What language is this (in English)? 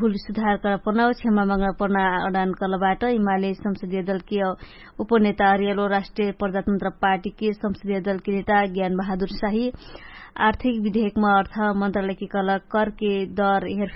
Dangaura Tharu